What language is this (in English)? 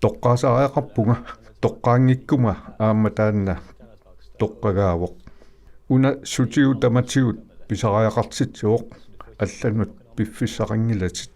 Kalaallisut